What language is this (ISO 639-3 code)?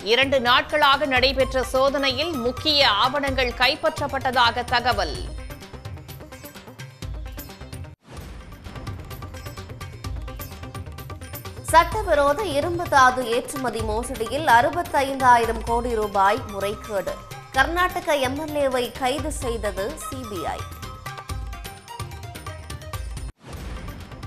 tam